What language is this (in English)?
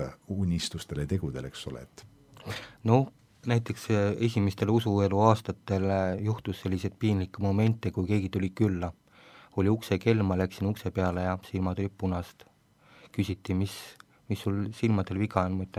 Estonian